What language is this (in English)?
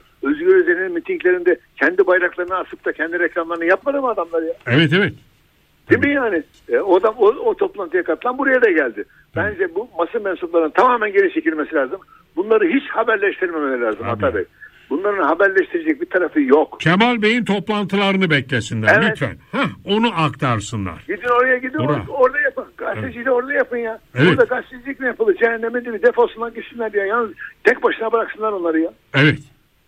Turkish